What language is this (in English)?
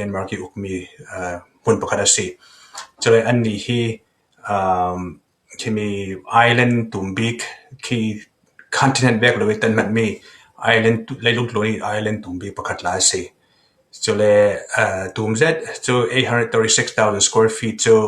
Falam Chin